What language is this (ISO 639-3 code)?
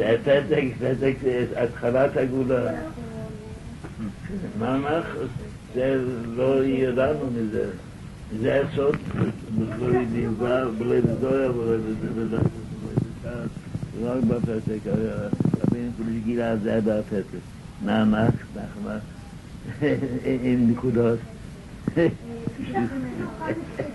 heb